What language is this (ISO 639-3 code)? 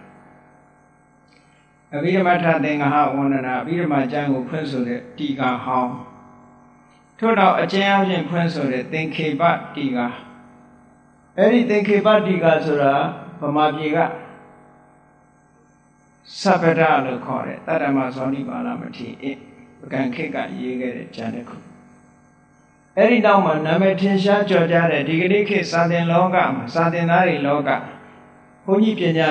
mya